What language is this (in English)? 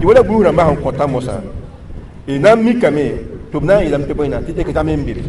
Mossi